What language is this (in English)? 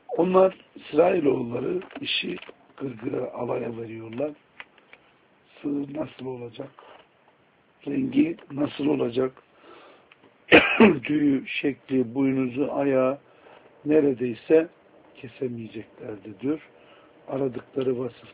Turkish